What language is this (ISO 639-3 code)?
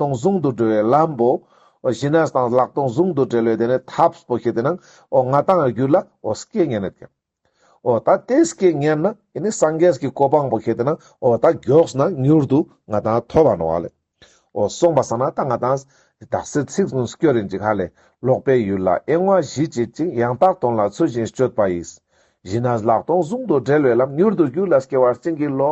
lbj